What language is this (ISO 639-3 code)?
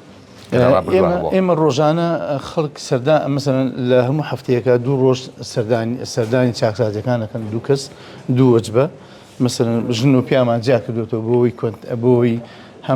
ckb